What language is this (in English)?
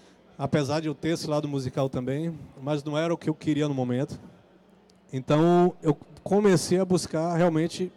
Portuguese